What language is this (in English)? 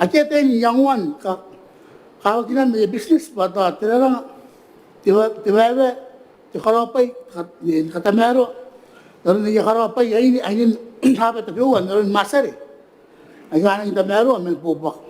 Gilbertese